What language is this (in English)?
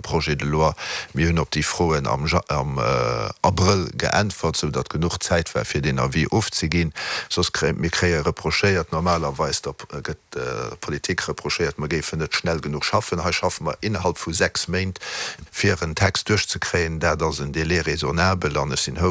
Luxembourgish